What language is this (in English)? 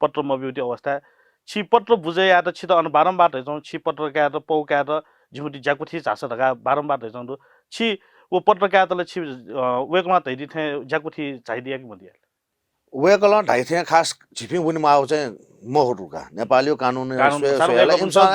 Newari